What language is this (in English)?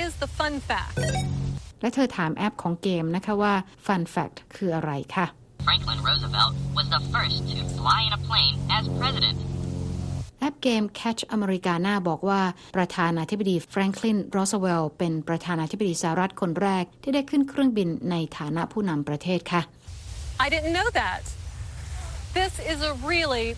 Thai